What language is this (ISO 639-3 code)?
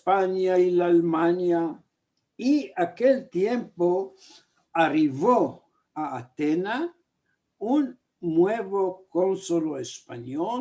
lad